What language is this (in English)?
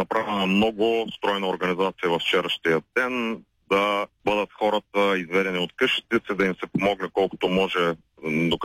Bulgarian